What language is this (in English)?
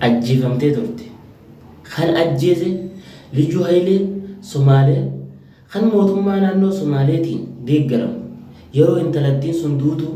Oromo